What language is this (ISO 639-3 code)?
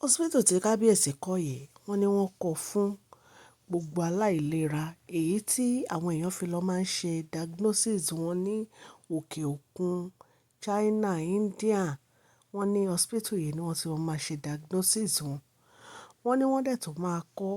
yor